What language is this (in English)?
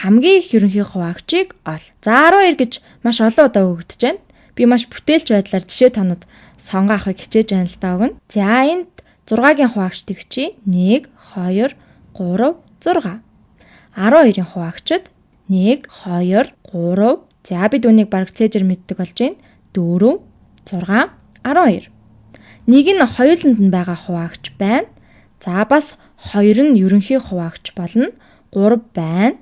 Mongolian